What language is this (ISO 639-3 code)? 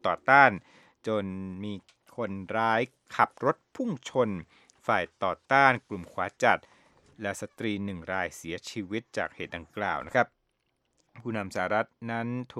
tha